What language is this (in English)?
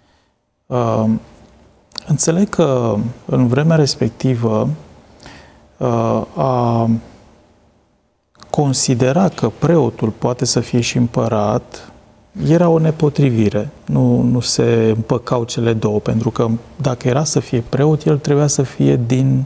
Romanian